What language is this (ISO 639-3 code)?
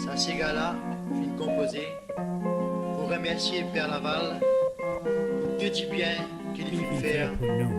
mfe